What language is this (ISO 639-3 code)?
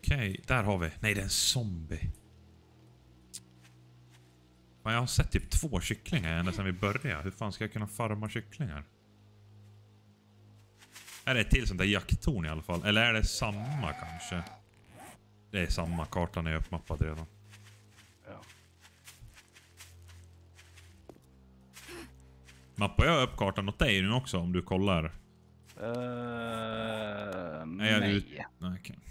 swe